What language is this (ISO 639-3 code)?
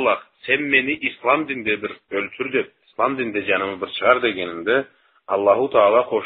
krc